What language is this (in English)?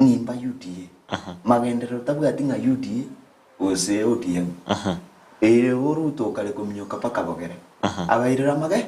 Gusii